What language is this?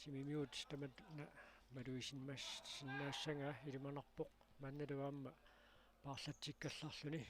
Kalaallisut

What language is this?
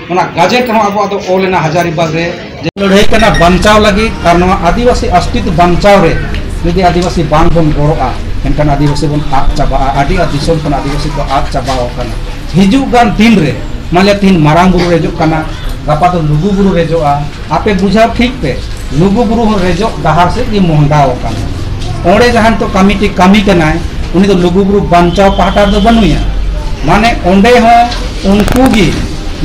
Santali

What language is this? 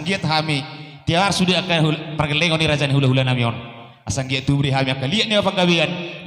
Batak Toba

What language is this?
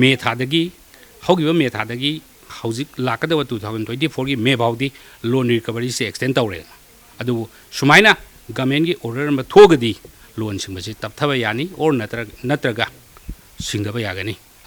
Manipuri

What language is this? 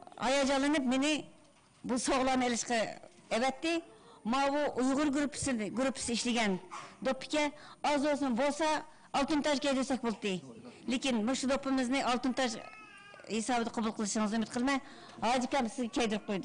Uyghur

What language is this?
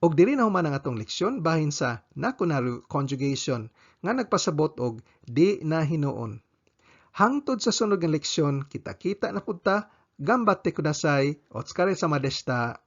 Cebuano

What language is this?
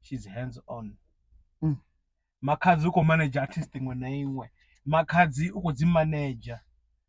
Venda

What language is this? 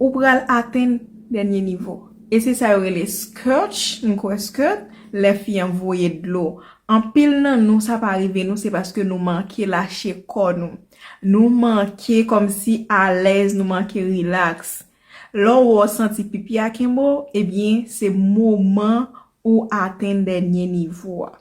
Haitian Creole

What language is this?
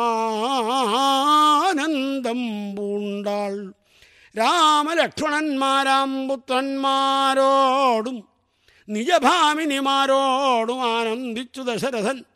Malayalam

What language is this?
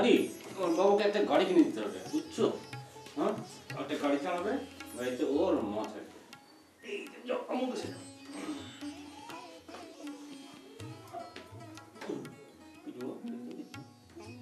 Bangla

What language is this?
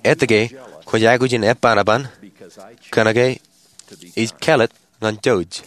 Marshallese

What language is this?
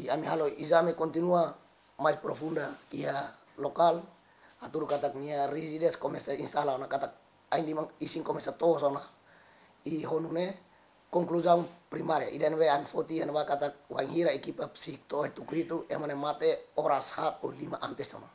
Tetum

